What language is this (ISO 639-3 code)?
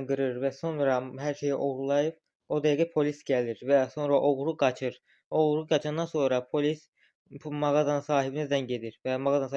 aze